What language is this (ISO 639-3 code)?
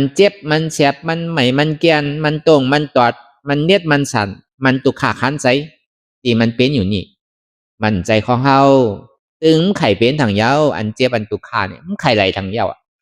shn